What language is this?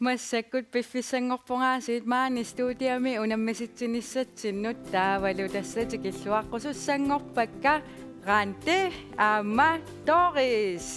Kalaallisut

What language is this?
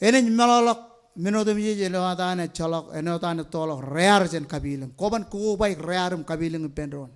Marshallese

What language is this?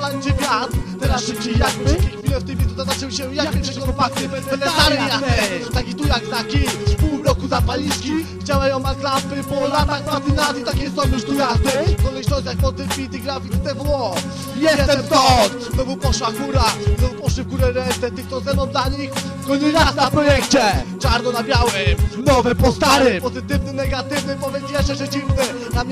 Polish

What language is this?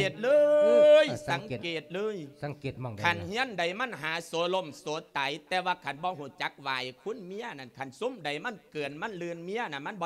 Lao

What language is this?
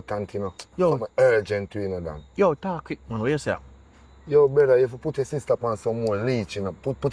Jamaican Creole English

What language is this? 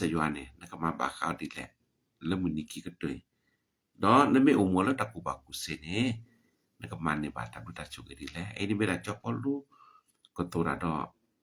S'gaw Karen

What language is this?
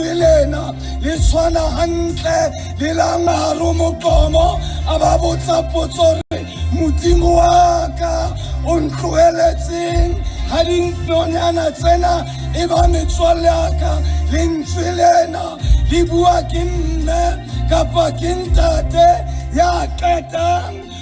Southern Sotho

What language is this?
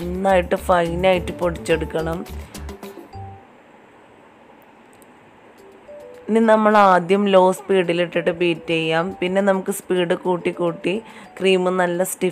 Malayalam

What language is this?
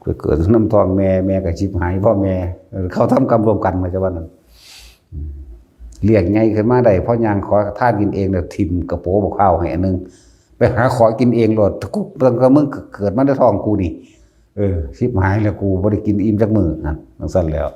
Northeastern Thai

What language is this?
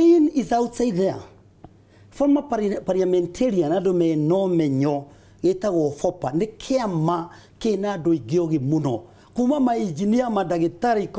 Kikuyu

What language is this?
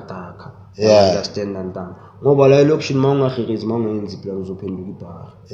Zulu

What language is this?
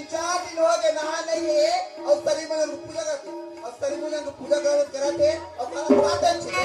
Chhattisgarhi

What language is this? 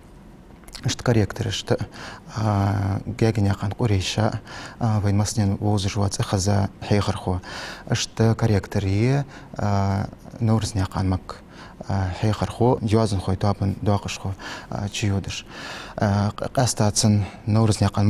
Ingush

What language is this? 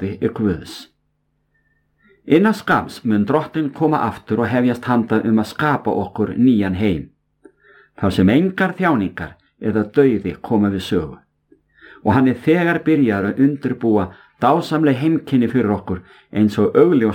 Icelandic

